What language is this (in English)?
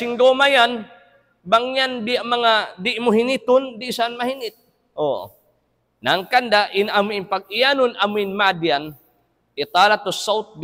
Tausug